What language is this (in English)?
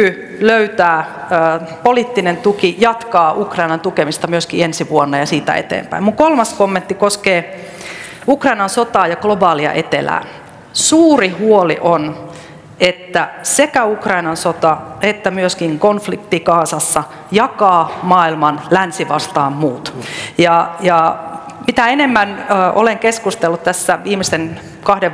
Finnish